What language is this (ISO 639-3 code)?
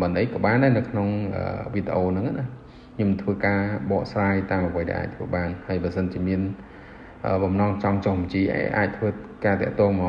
khm